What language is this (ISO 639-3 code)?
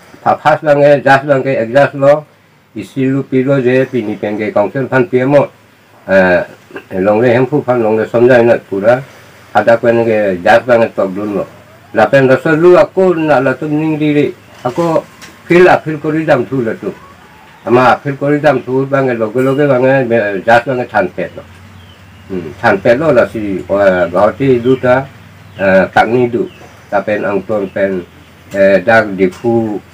mjw